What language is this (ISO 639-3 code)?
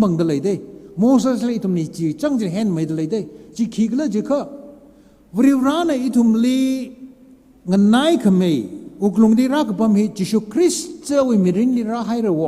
nmf